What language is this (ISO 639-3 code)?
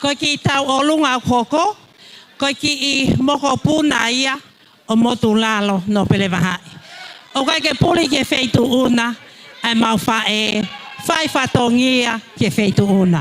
ton